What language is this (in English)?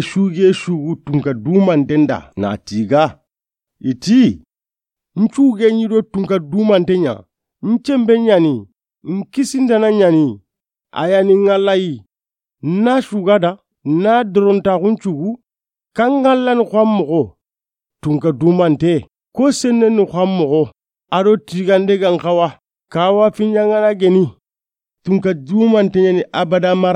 Soninke